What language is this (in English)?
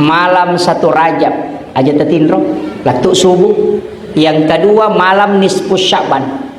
Buginese